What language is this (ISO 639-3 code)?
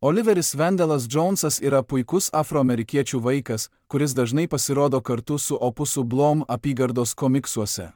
lit